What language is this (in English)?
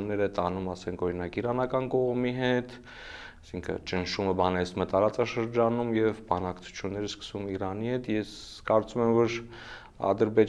Armenian